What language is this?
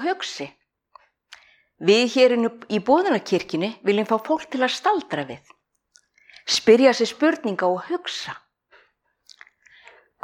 Icelandic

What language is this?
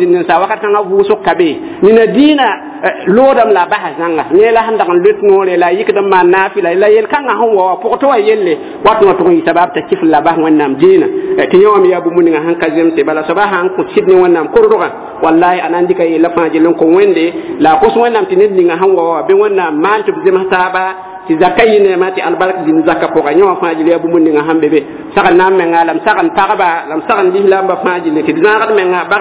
Mossi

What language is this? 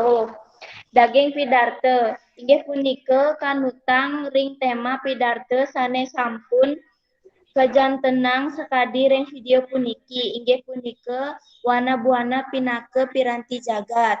Balinese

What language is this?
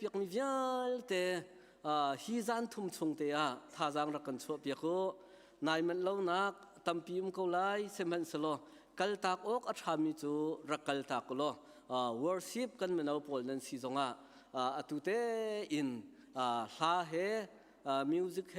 Hakha Chin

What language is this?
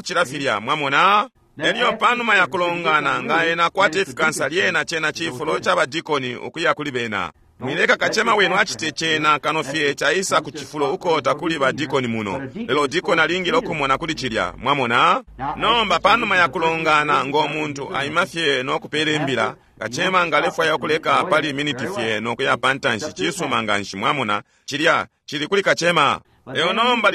Bemba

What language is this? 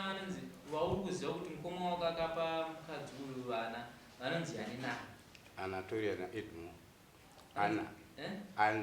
Shona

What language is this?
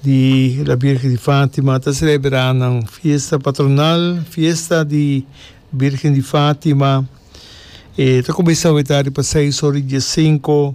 Papiamento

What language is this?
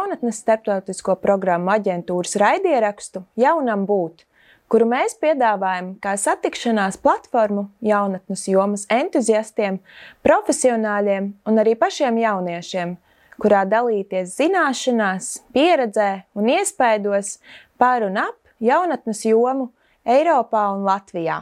Latvian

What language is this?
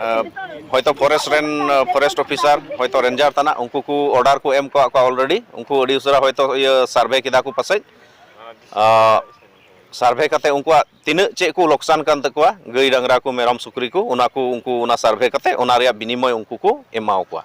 Santali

